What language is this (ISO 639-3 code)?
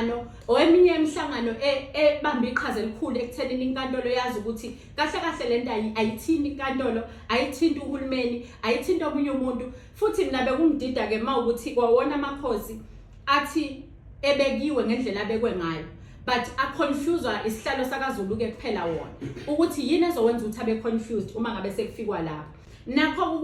zul